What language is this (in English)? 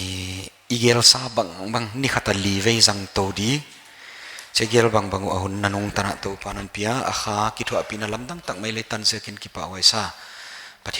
Paite Chin